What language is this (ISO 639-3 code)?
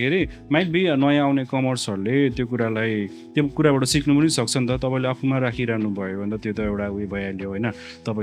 nep